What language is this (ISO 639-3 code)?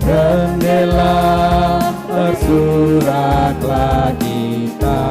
btx